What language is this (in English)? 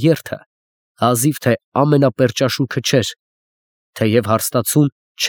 Armenian